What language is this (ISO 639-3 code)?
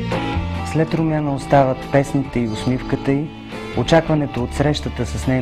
bul